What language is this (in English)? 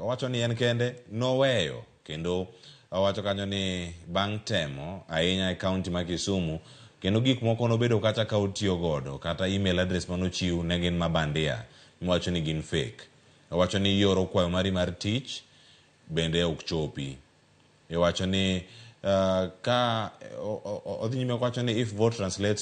Luo (Kenya and Tanzania)